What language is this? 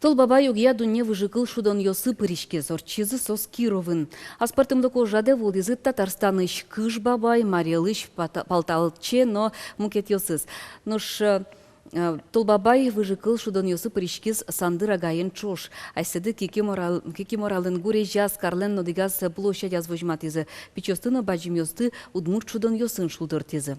Udmurt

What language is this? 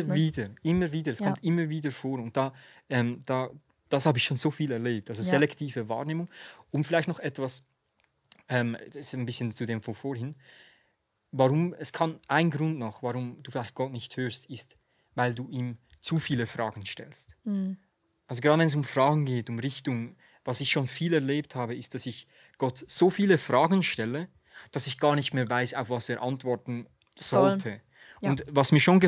Swiss German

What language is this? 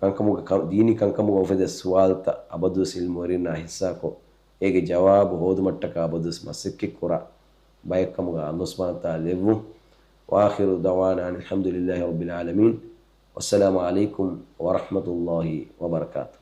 Divehi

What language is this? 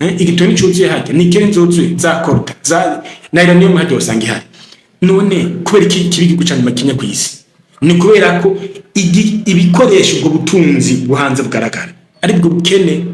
Rundi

